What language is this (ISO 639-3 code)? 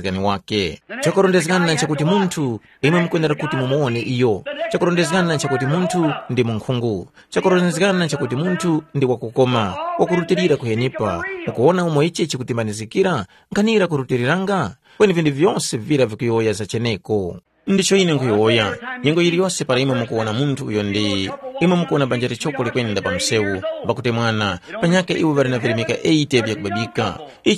tum